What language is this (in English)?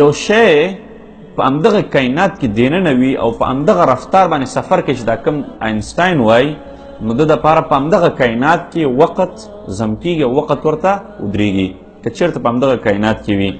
Pashto